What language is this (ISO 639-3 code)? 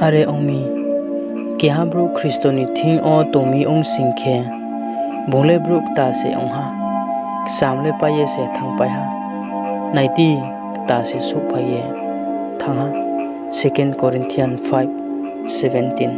ria